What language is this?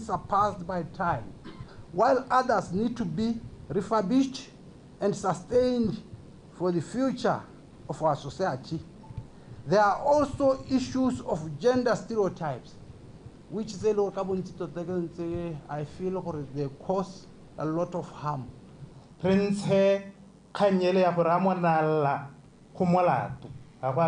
Tswana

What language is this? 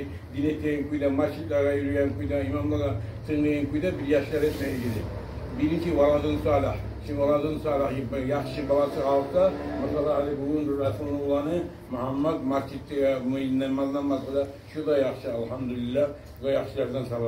Kumyk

